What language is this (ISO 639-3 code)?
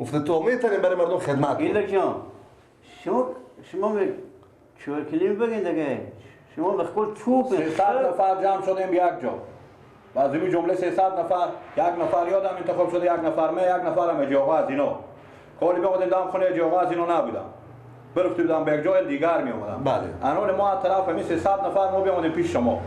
fas